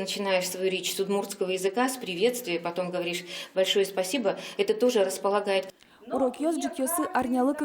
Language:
Udmurt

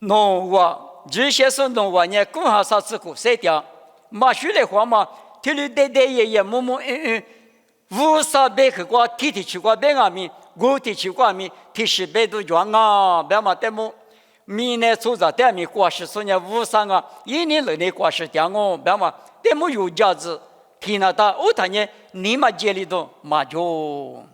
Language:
Lisu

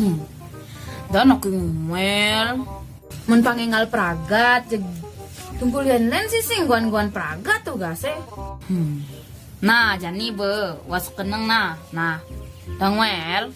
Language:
Balinese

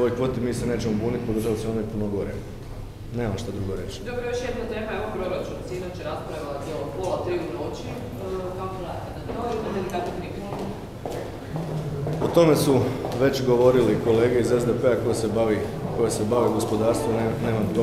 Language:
Croatian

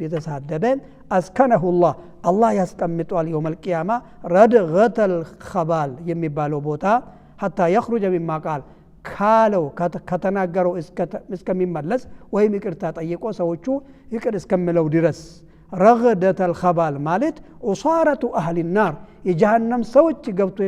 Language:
Amharic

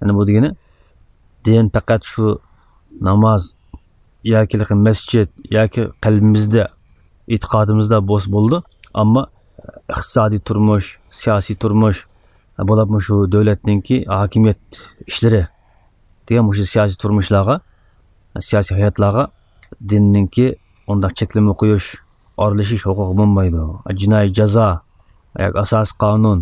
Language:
Uyghur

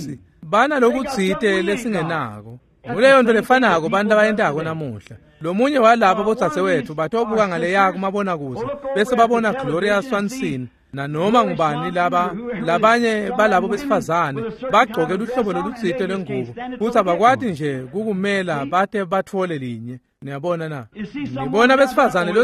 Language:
Swati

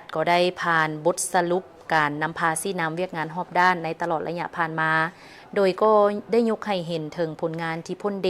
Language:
Lao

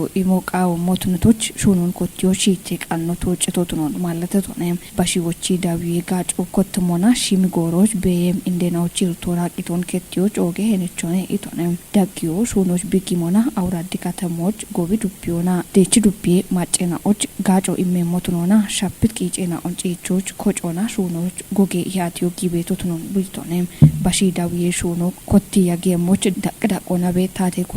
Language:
Kafa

